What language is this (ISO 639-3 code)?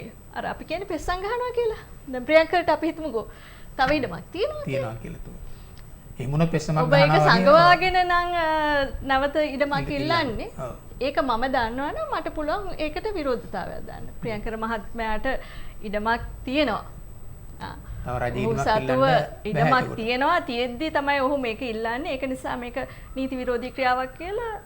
sin